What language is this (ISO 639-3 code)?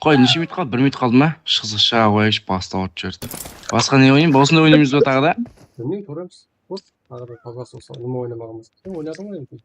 kaa